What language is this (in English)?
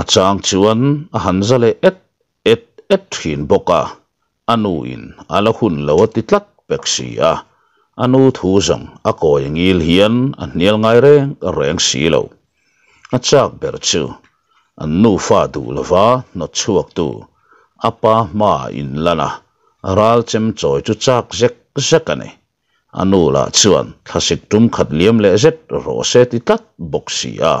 Mizo